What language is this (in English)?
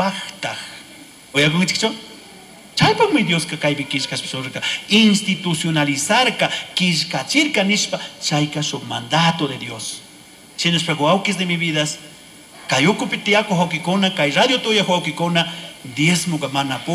Chimborazo Highland Quichua